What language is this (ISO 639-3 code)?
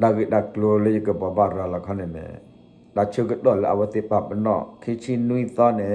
ksw